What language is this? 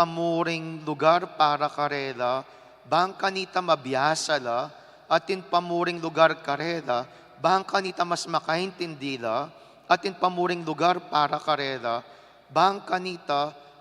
Pampanga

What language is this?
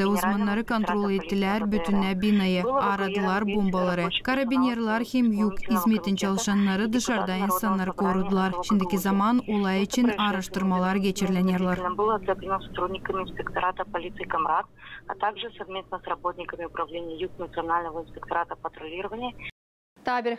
Gagauz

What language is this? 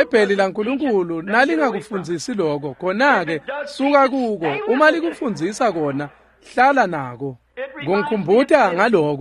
Swati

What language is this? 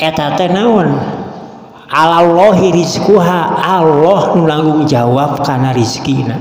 Sundanese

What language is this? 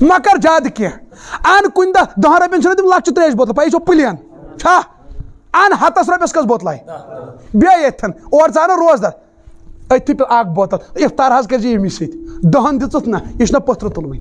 Kashmiri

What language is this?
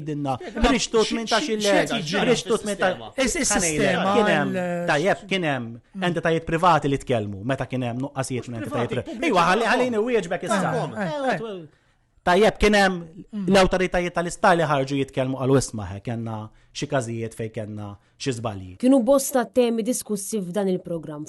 Maltese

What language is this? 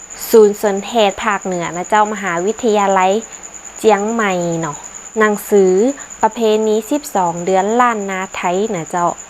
Northern Thai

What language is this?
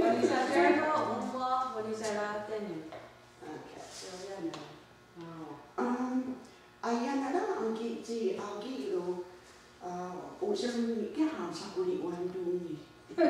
Mohawk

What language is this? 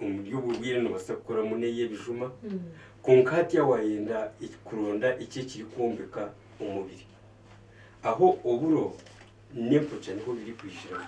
Nyankole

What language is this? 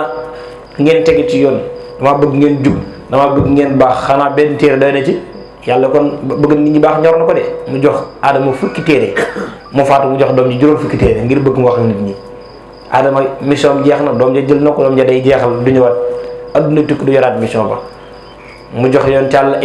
Wolof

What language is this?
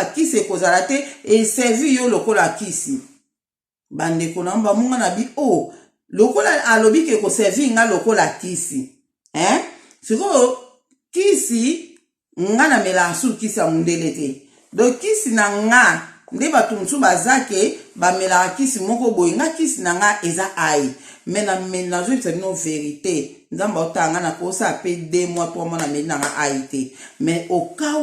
Lingala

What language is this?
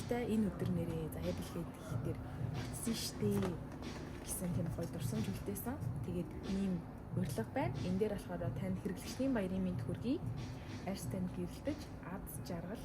Mongolian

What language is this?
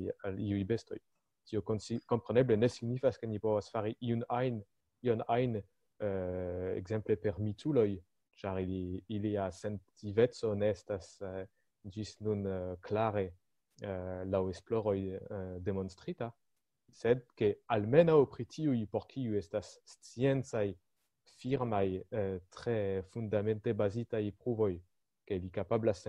Esperanto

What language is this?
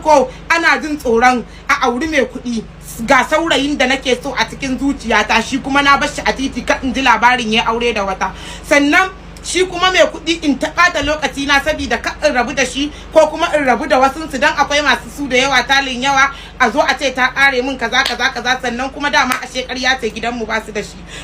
Hausa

